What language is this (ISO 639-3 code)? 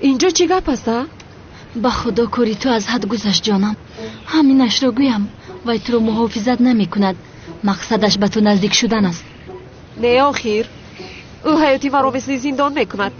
tgk